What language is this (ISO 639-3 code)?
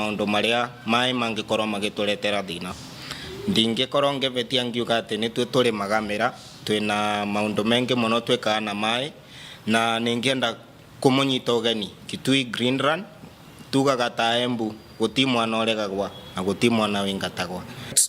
mer